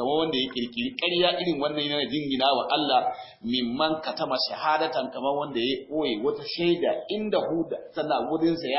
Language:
Hausa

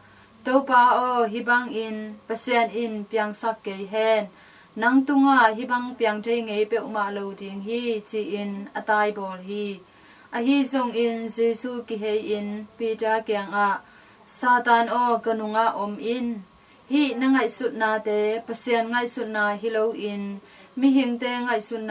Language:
Tedim Chin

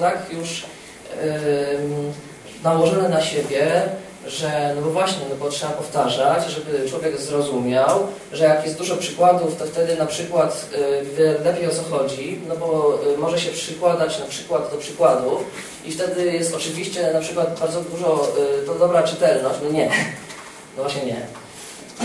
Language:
Polish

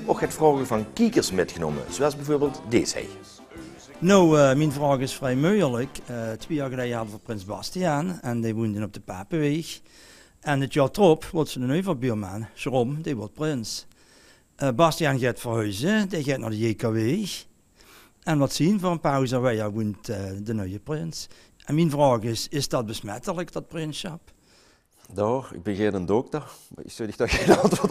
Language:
Limburgish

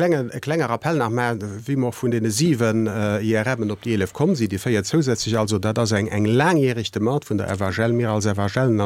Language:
Luxembourgish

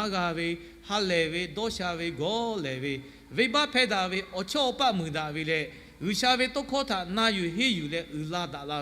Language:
Lahu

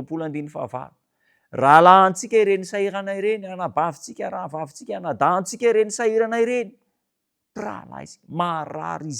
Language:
Malagasy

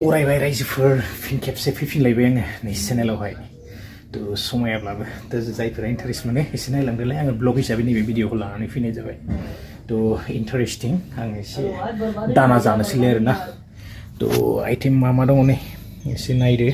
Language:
Bodo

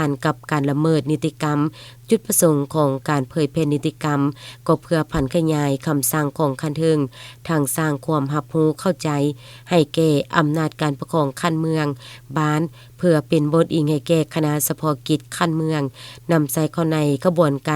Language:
Lao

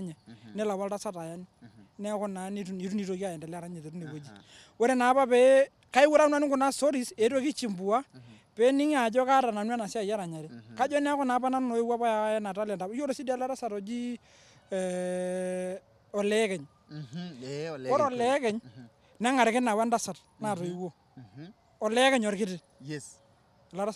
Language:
Masai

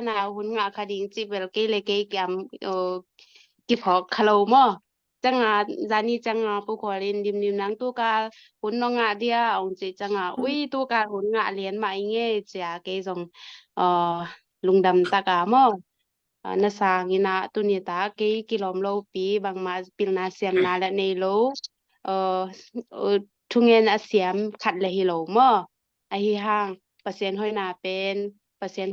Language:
Tedim Chin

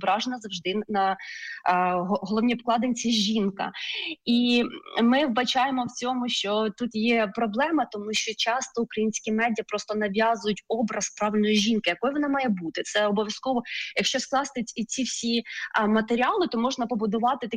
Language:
Ukrainian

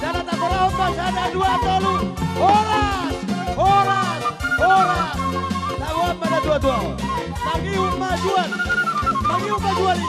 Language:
Batak Toba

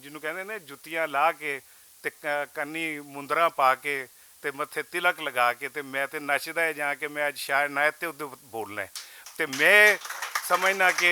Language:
Western Panjabi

